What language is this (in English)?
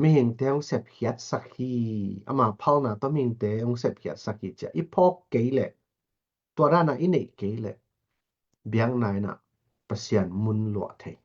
Tedim Chin